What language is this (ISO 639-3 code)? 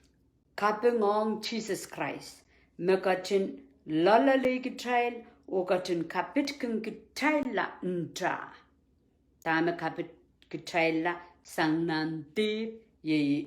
pon